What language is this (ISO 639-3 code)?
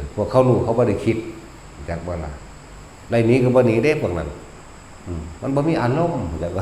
tts